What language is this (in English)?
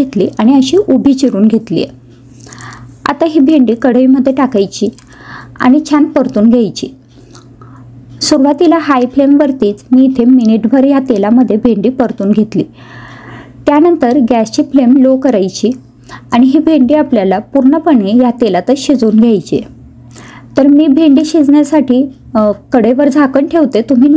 Marathi